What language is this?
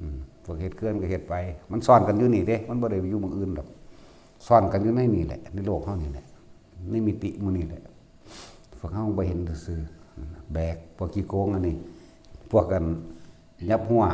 Northeastern Thai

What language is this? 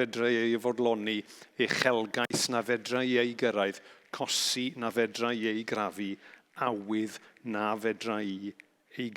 Welsh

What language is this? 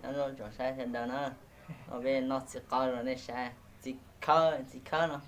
Hmong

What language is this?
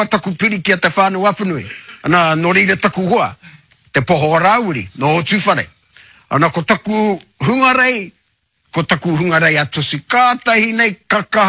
Māori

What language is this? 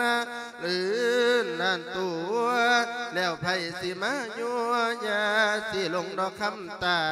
Lao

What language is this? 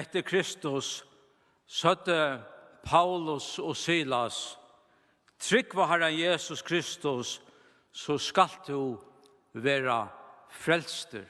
Faroese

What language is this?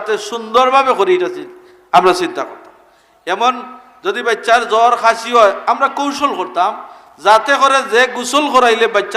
Sylheti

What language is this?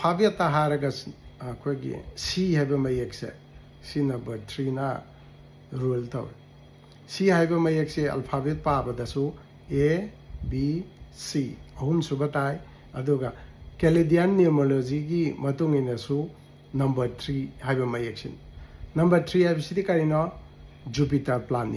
Manipuri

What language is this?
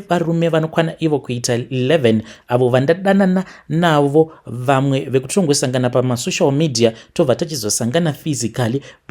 Shona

